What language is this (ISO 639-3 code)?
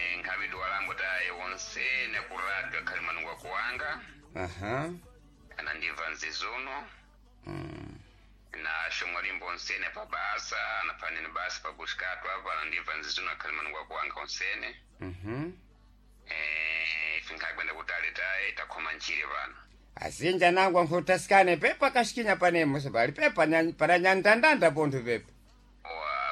seh